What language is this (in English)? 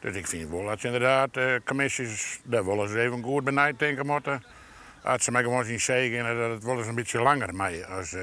Western Frisian